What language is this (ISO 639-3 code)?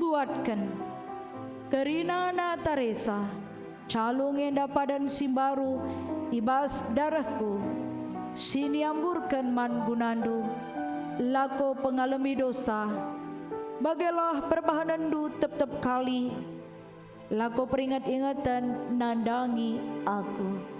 btx